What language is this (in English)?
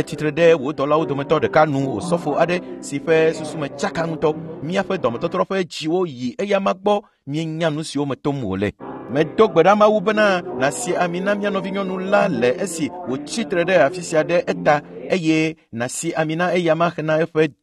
Ewe